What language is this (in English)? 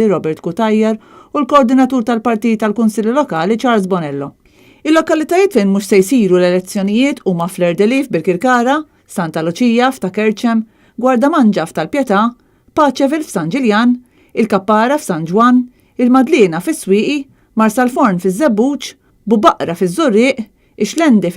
Maltese